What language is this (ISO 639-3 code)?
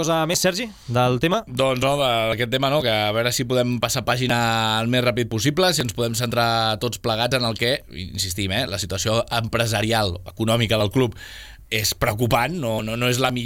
cat